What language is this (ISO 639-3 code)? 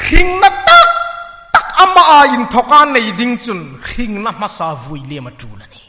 hmr